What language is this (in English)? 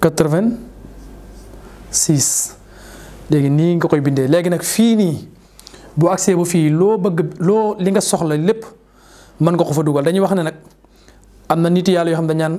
Wolof